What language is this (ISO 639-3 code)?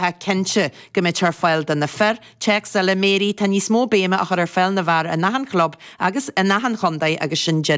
gle